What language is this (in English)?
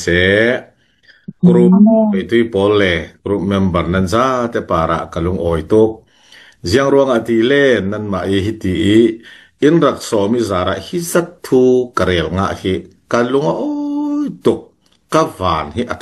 Falam Chin